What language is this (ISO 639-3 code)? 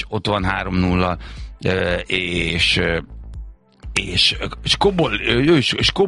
hun